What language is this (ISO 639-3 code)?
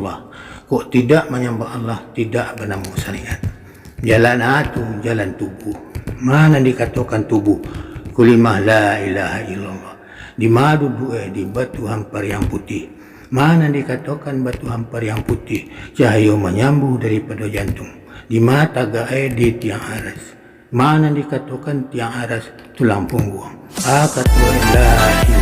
min